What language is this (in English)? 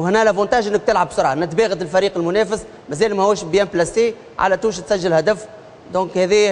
Tunisian Arabic